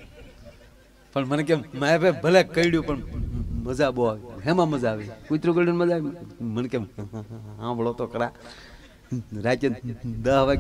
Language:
Gujarati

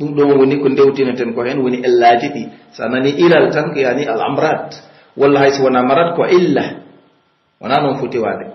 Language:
Pular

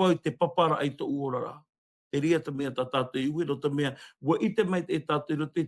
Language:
Tahitian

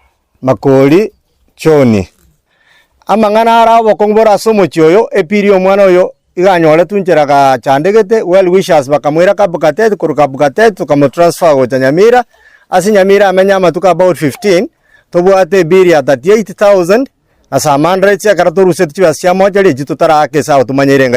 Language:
Gusii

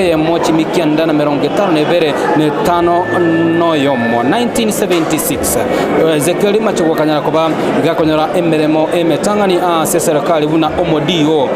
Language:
Gusii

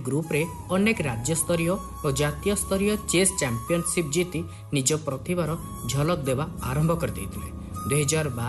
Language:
Odia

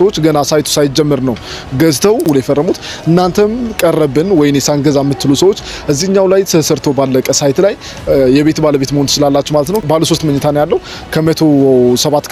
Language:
Amharic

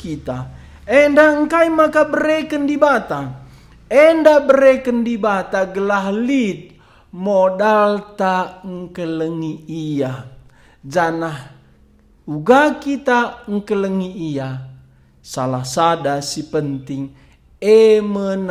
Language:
Batak Karo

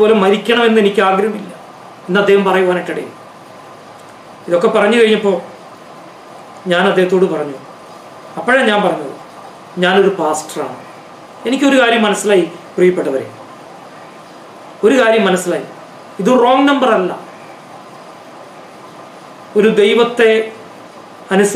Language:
Malayalam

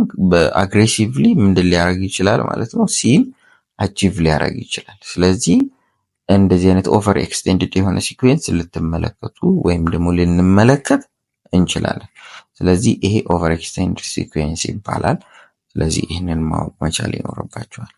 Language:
Amharic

